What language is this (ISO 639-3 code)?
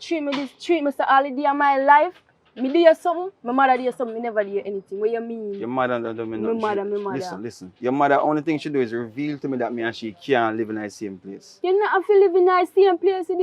jam